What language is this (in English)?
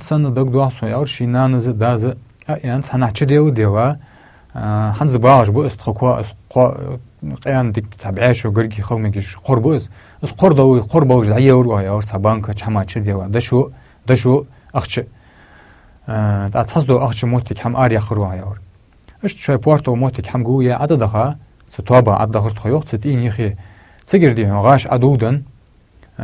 Ingush